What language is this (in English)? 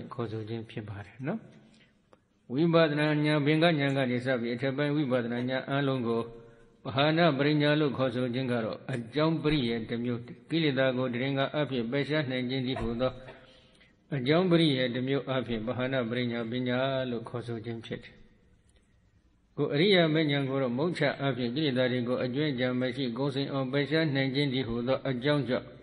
Burmese